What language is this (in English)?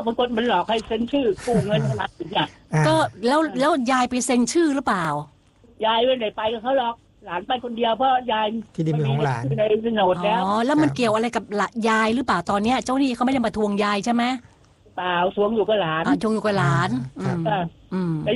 Thai